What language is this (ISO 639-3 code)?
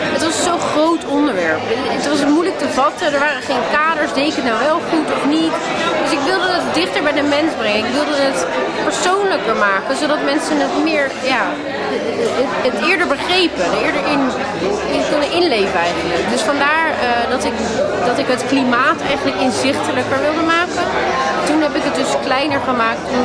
nld